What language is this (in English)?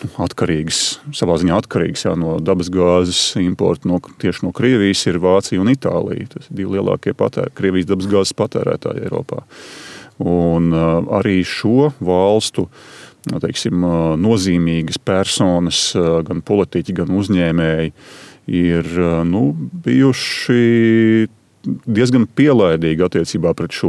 Latvian